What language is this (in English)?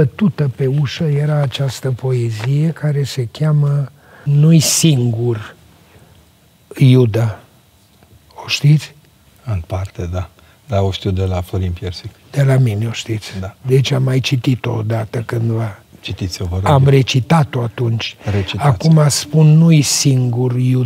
Romanian